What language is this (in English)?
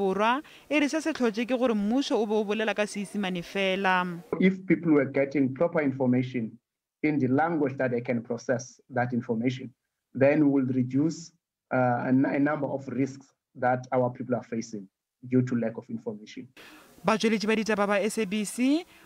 Northern Sotho